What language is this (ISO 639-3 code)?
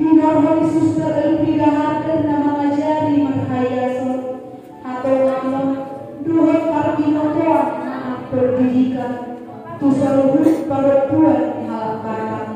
bbc